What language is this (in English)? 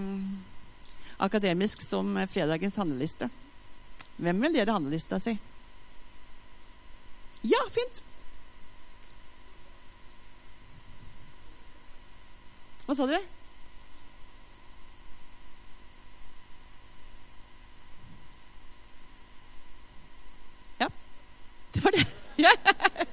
Norwegian